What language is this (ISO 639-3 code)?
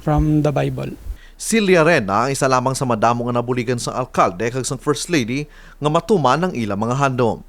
hil